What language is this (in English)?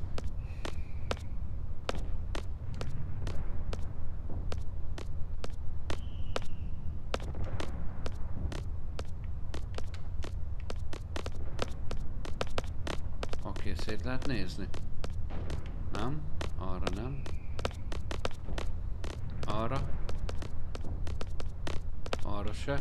Hungarian